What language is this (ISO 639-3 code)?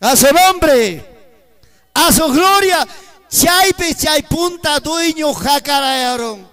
quy